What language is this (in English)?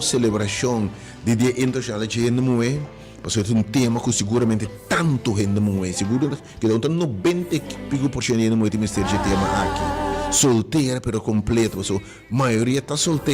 Papiamento